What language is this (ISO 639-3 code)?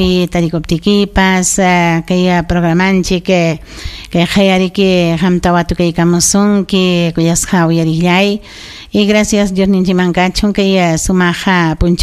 quy